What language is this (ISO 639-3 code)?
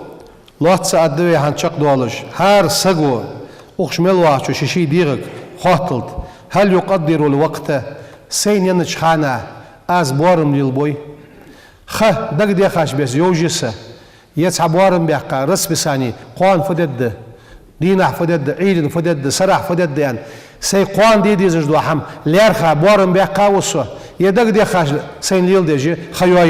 inh